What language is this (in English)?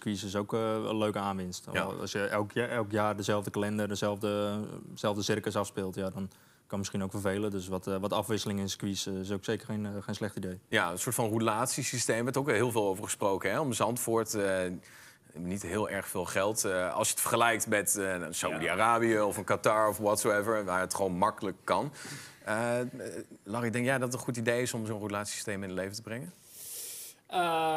Dutch